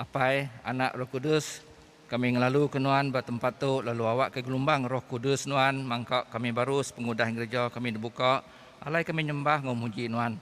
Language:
Iban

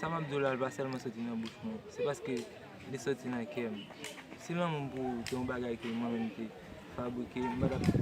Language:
Haitian Creole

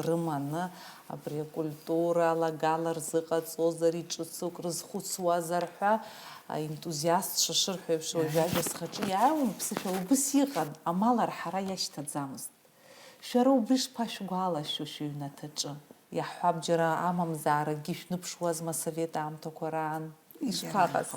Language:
Abkhazian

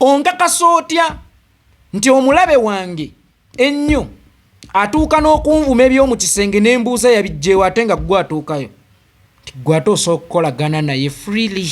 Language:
Ganda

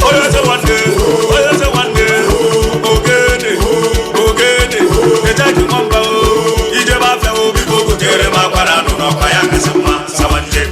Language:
Nigerian Pidgin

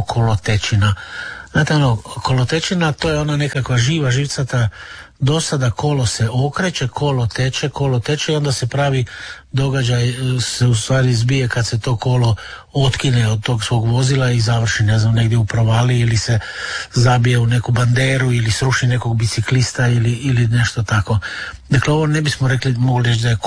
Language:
Croatian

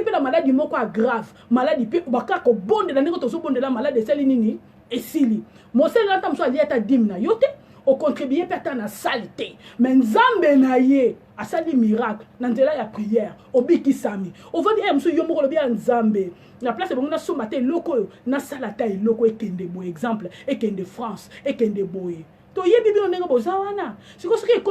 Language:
Lingala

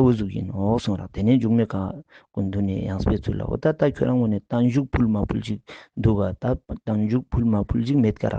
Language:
Ladakhi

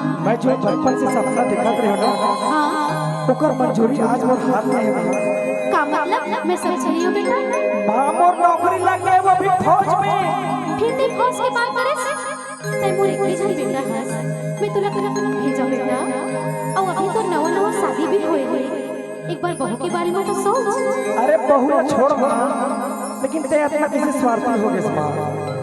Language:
Chhattisgarhi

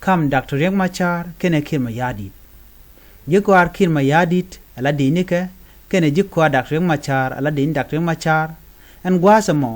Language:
Nuer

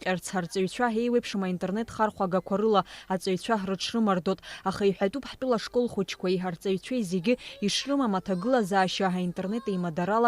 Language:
Abkhazian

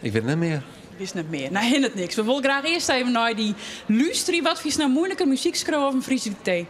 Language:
Western Frisian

